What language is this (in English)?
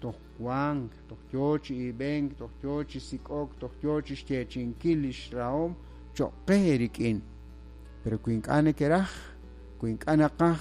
Kekchí